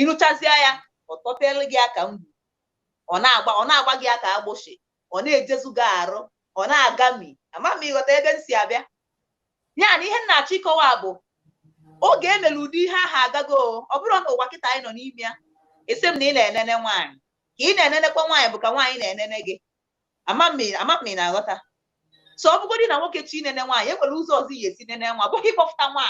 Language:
Igbo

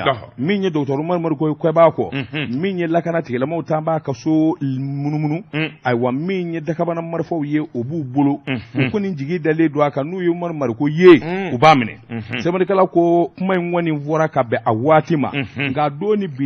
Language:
Bambara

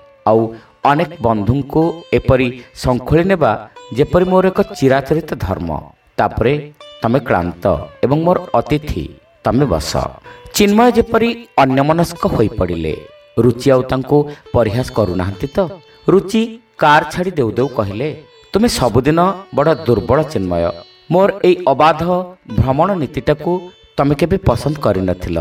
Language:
Odia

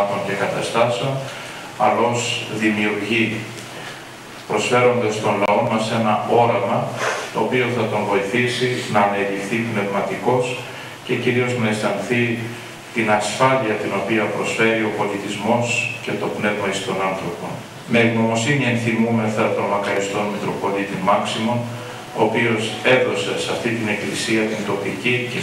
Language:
Greek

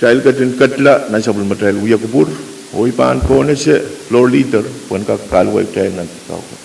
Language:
Pohnpeian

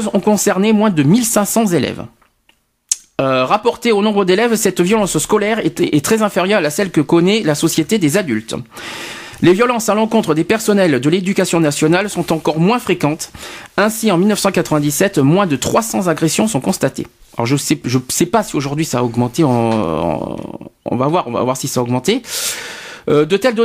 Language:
French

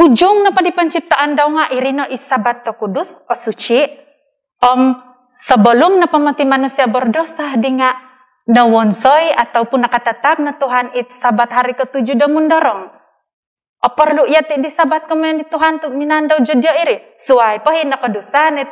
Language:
Central Dusun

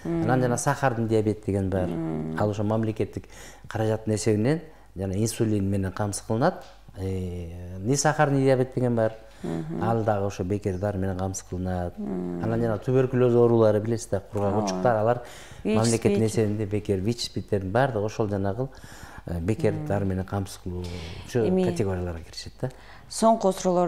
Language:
Kyrgyz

